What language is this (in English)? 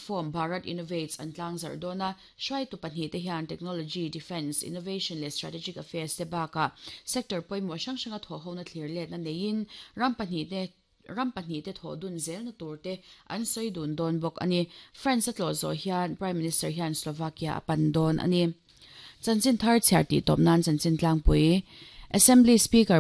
Mizo